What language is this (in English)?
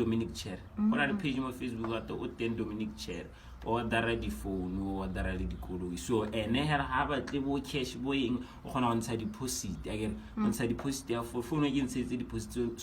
Tswana